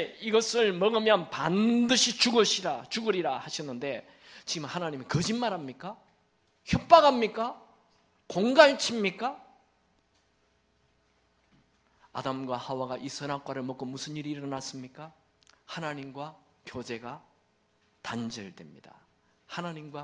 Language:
Korean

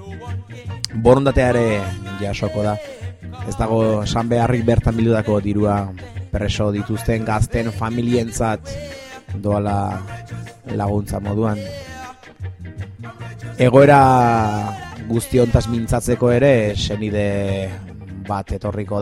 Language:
Basque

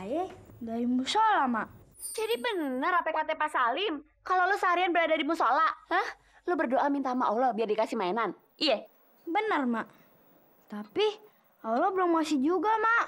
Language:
Betawi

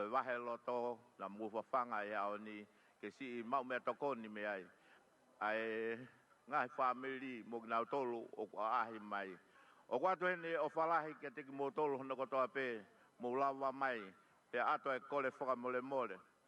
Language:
Tongan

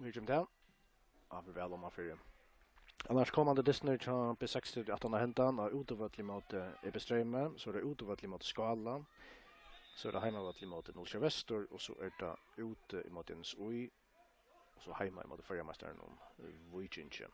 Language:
Faroese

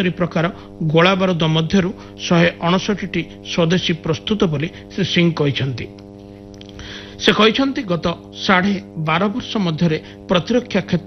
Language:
Odia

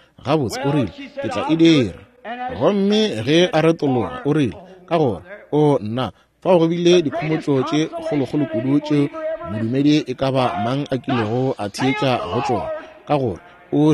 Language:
Northern Sotho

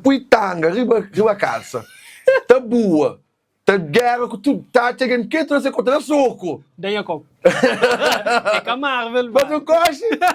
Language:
Kabuverdianu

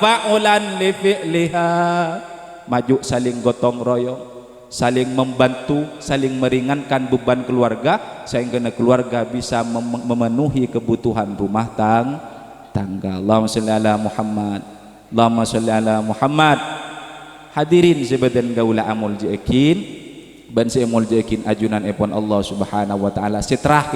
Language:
Madurese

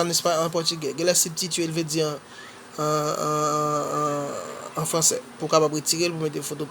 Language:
Haitian Creole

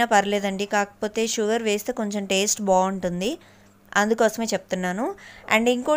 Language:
Telugu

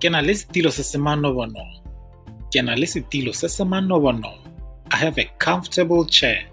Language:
Tswana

